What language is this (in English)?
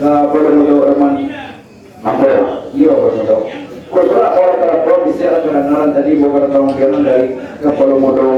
Minangkabau